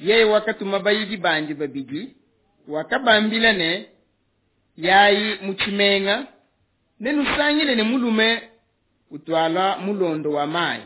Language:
Luba-Lulua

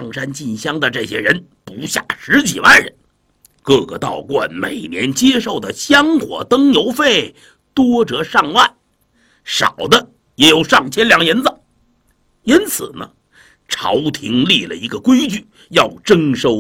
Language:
Chinese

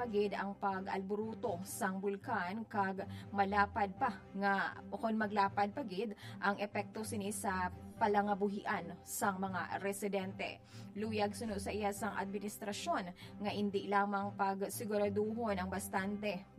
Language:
Hiligaynon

